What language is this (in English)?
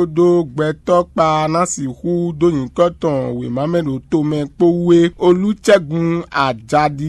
Fon